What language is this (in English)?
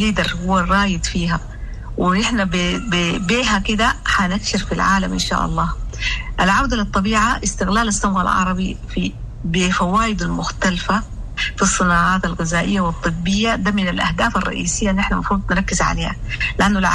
Sudanese Arabic